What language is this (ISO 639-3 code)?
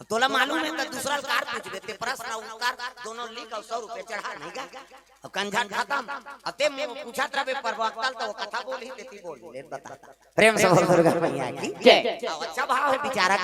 hne